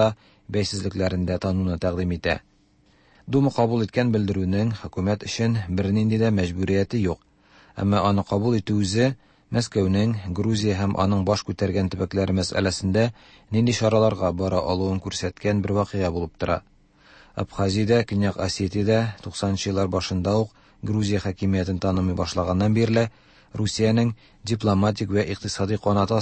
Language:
Tatar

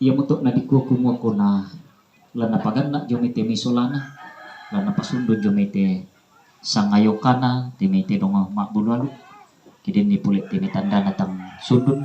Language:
Toraja-Sa'dan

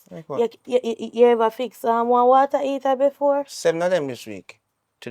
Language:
Jamaican Creole English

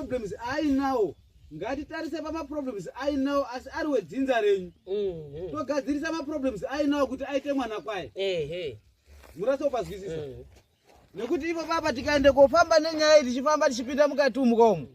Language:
Shona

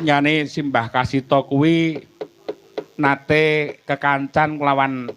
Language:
Javanese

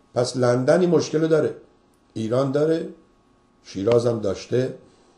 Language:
Persian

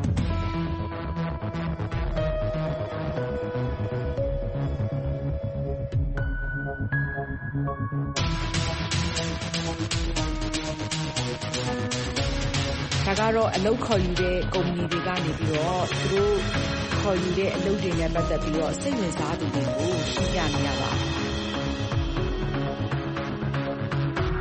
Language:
Burmese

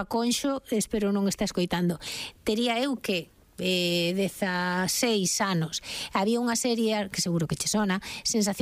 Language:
Galician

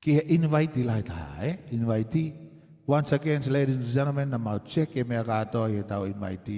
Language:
Tongan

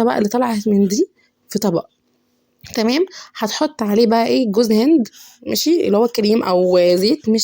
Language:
Egyptian Arabic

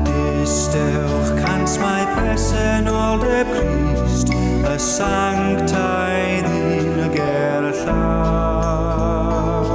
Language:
Welsh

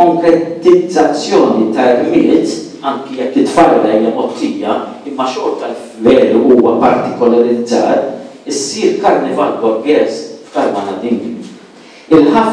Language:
Maltese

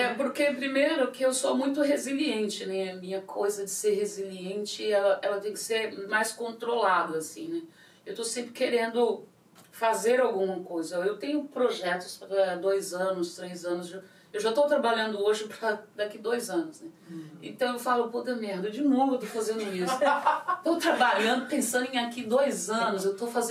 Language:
Portuguese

